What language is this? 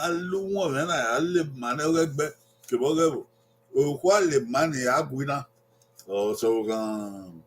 Bini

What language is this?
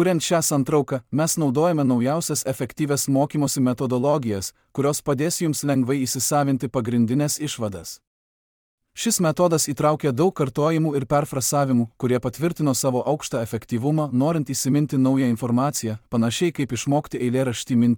Lithuanian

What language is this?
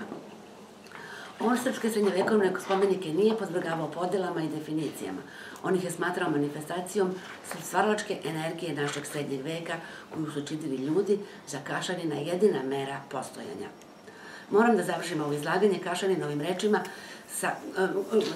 Serbian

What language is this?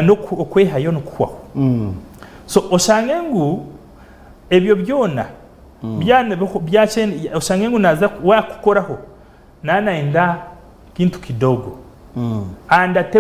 Nyankole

